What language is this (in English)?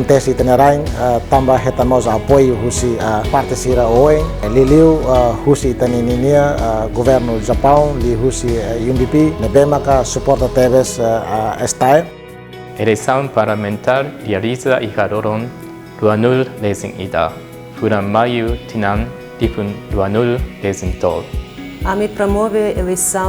Tetum